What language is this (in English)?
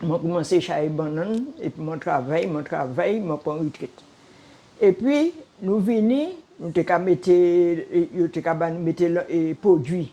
Guadeloupean Creole French